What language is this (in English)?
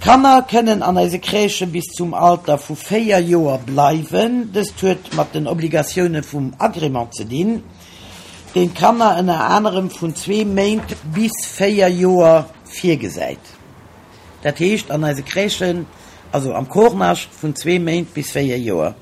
Luxembourgish